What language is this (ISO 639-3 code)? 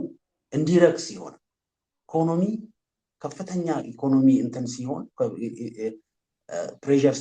amh